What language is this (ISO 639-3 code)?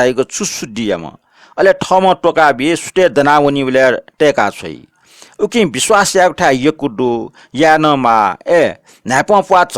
new